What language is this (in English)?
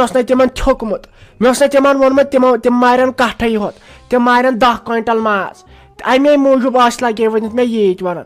Kashmiri